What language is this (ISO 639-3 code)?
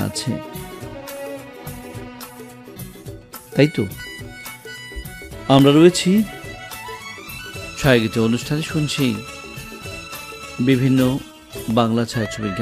ben